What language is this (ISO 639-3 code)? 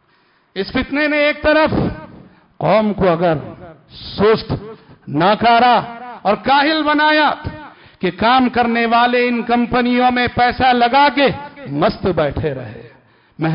urd